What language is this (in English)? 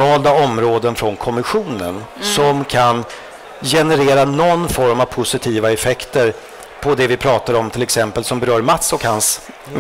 Swedish